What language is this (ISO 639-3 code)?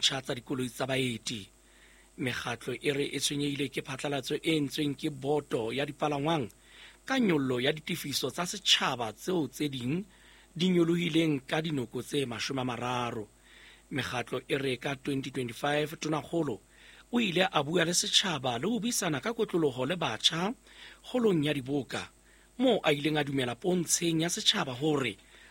sot